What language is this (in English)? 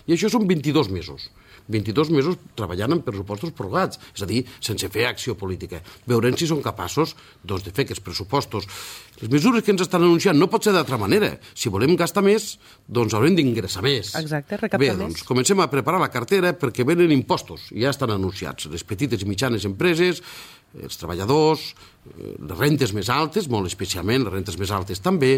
Catalan